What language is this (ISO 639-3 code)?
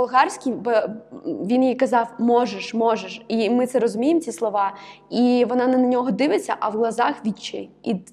ukr